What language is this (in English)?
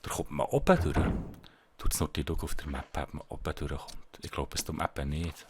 Swiss German